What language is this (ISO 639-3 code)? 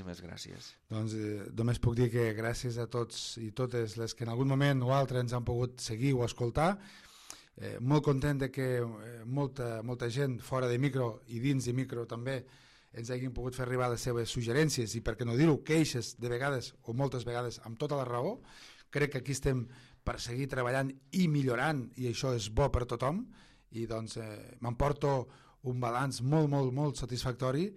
cat